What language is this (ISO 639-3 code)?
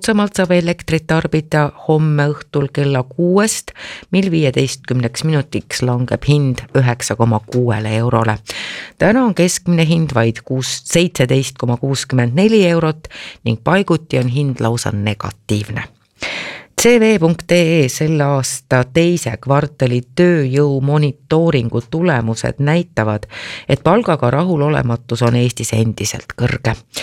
est